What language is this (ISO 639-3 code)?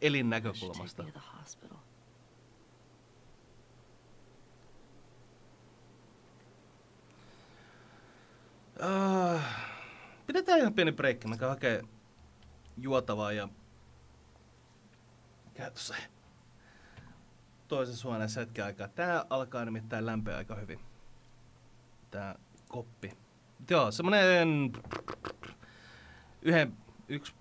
fin